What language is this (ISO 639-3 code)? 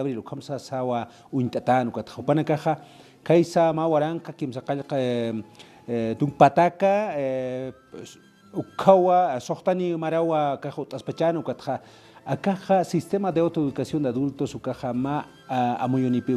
aym